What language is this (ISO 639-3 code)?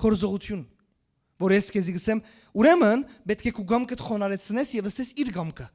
hyw